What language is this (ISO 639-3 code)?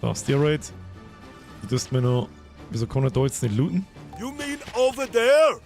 bar